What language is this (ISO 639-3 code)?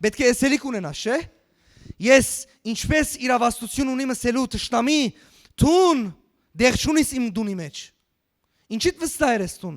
hyw